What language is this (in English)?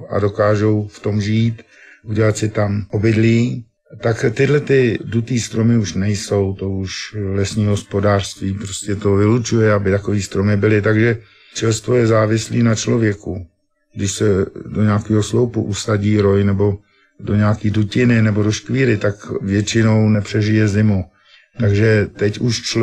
Czech